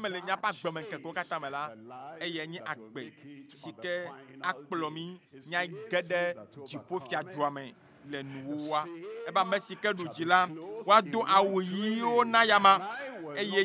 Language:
Ewe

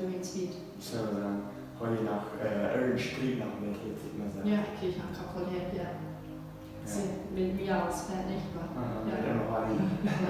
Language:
Plautdietsch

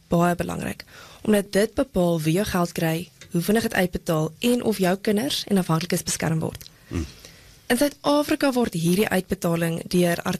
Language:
Afrikaans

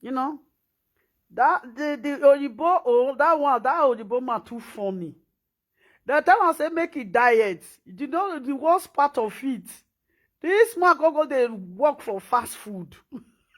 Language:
Nigerian Pidgin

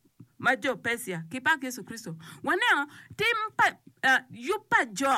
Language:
Acoli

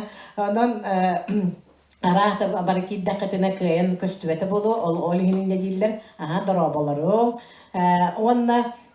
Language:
Yakut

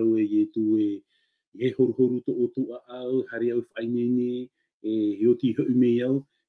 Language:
Tahitian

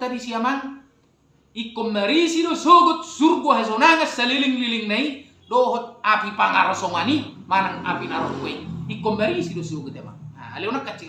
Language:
Batak Toba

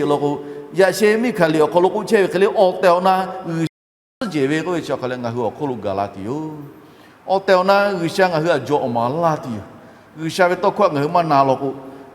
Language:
Lahu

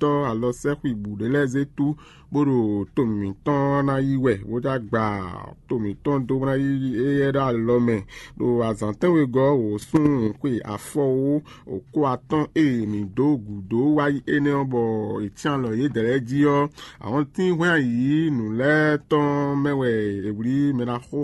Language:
Fon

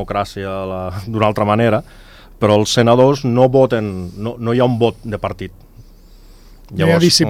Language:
Catalan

